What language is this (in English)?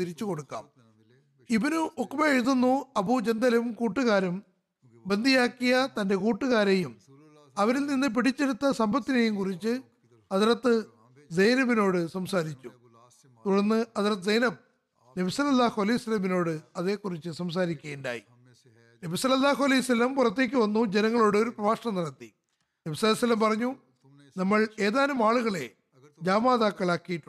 Malayalam